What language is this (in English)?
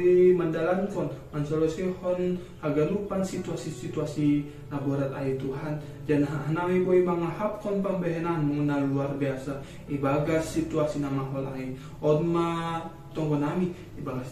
Batak Simalungun